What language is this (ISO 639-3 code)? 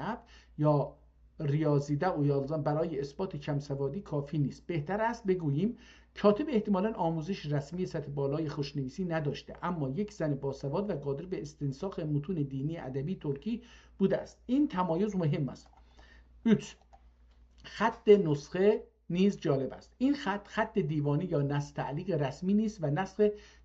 azb